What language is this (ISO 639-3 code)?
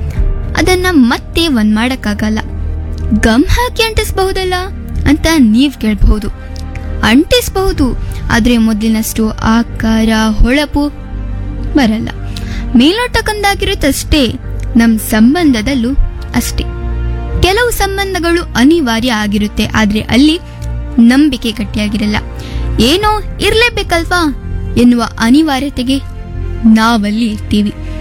kan